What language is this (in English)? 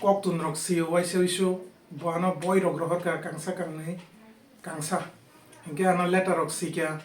Kok Borok